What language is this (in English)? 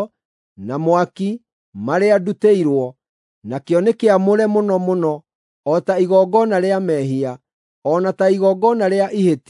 Kikuyu